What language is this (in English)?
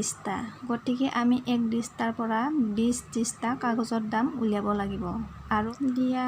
Assamese